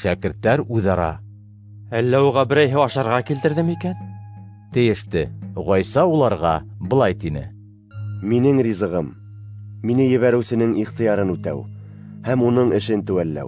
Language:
Bashkir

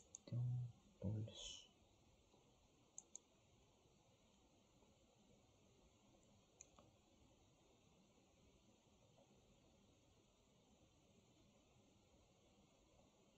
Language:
Filipino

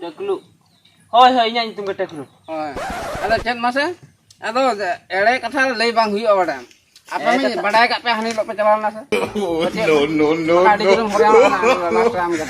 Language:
Santali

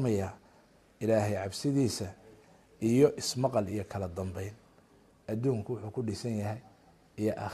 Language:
Somali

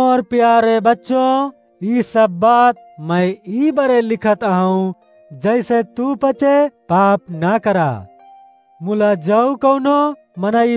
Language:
Awadhi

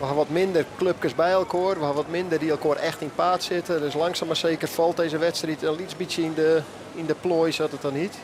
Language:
Western Frisian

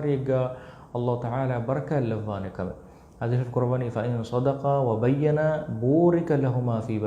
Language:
Divehi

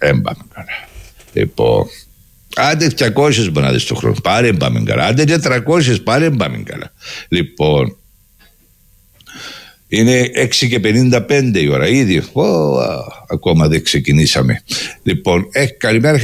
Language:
Greek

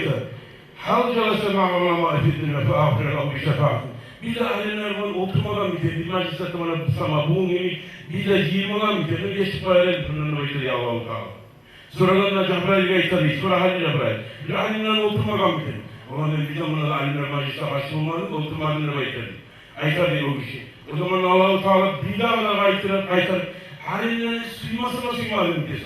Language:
Kumyk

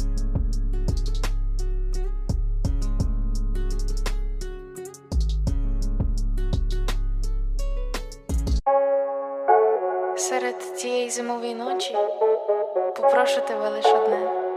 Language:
Ukrainian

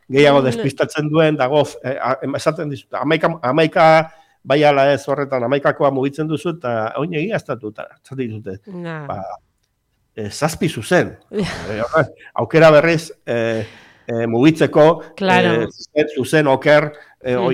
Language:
Basque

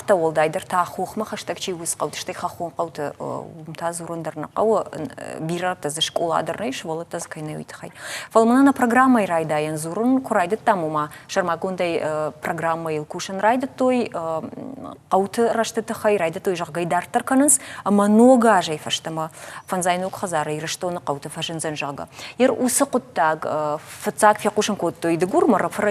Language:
Ossetic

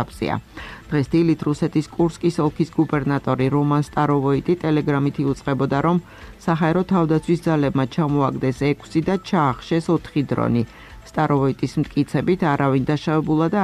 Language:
Georgian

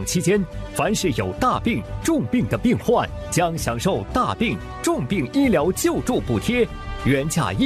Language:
Chinese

